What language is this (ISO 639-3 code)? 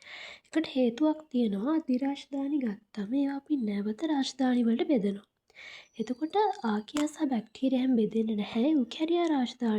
sin